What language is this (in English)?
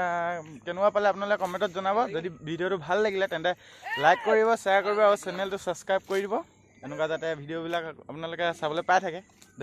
Assamese